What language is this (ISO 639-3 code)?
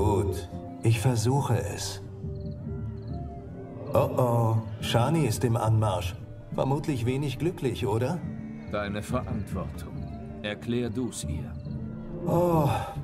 deu